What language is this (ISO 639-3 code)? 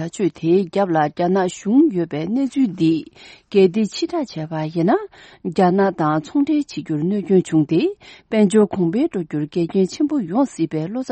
bod